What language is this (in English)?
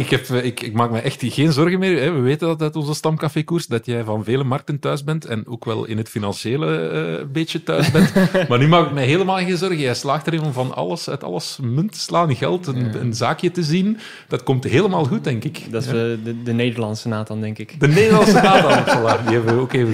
Dutch